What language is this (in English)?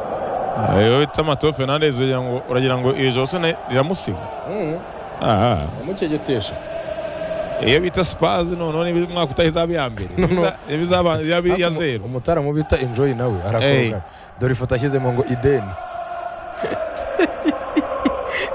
Kinyarwanda